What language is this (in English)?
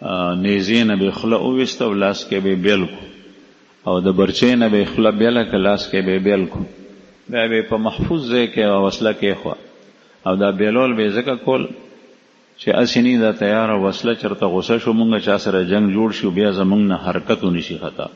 Pashto